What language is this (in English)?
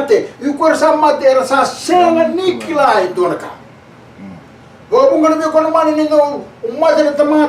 Fijian